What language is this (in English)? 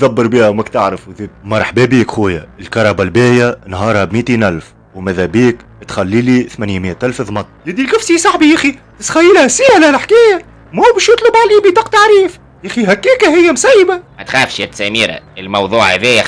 Tunisian Arabic